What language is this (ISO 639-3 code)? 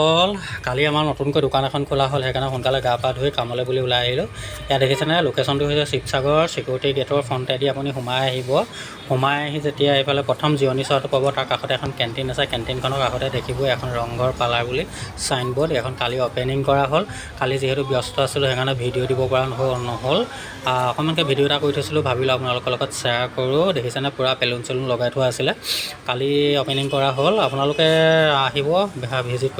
asm